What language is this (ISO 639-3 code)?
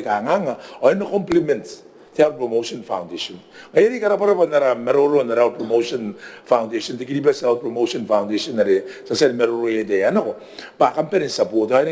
gil